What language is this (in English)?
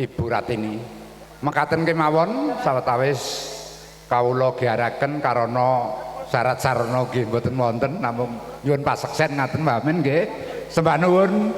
Javanese